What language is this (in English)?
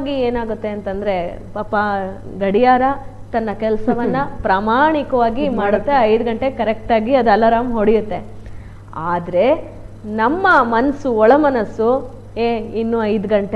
Kannada